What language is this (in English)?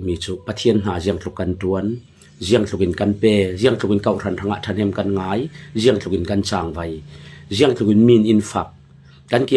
Falam Chin